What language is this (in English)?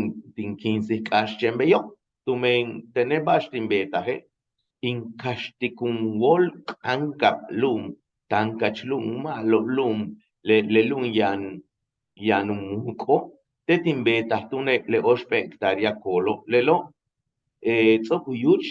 Yucateco